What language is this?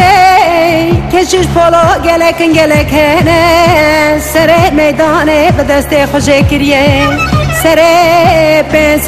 Kurdish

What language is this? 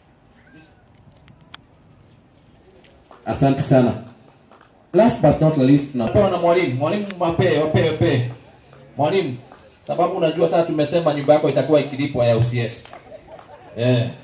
Swahili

